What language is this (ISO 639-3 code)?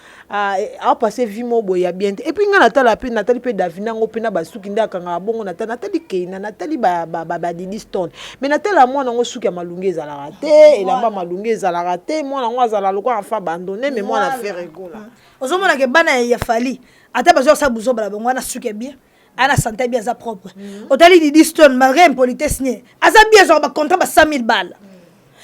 lin